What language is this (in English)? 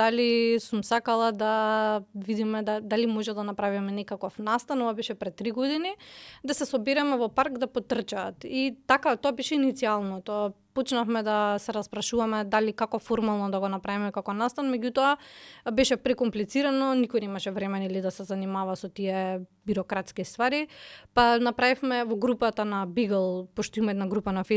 Macedonian